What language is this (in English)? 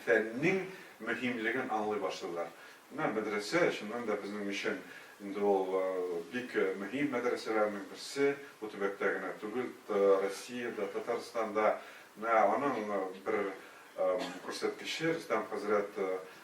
Tatar